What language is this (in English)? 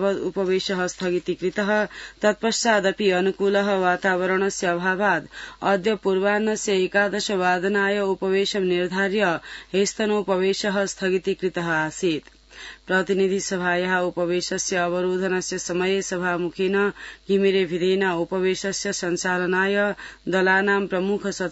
Sanskrit